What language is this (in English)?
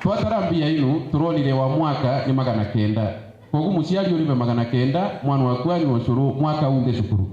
Meru